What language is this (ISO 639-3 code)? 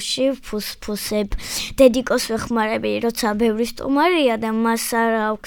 kat